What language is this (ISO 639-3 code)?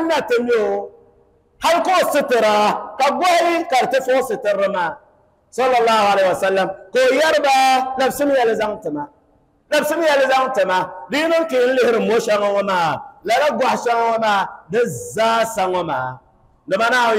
dag